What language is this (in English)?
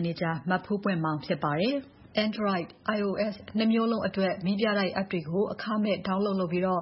Burmese